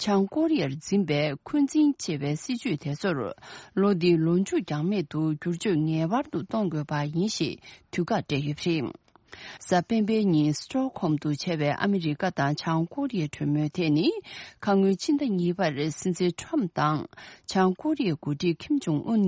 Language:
Tibetan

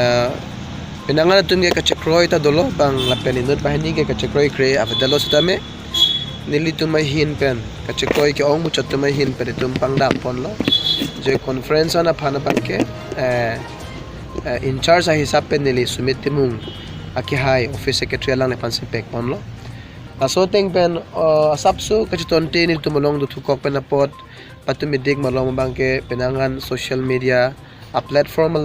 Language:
Karbi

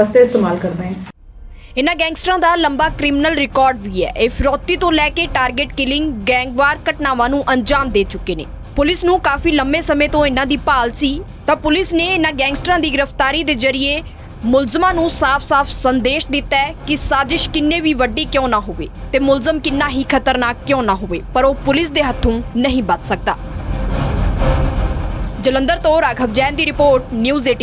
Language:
Punjabi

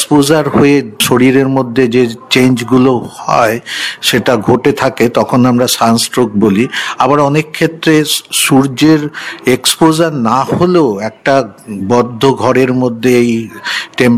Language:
Bangla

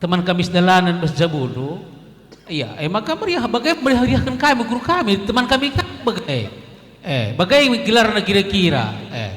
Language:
Batak Karo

